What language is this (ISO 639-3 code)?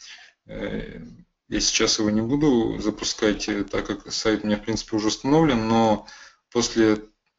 rus